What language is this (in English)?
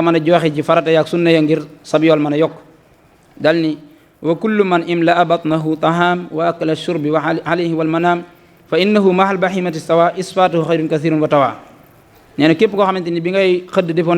Wolof